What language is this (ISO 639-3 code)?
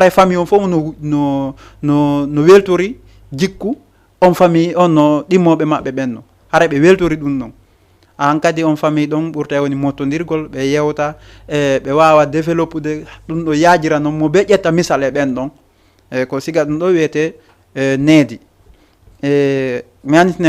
ful